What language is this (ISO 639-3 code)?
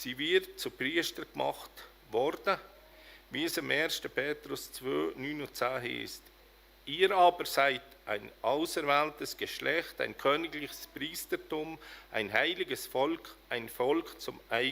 gsw